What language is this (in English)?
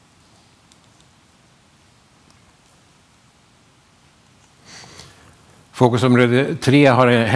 Swedish